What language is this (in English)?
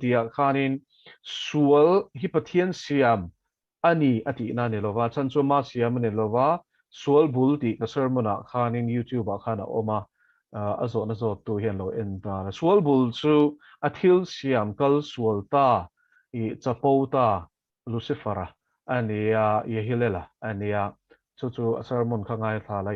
Mizo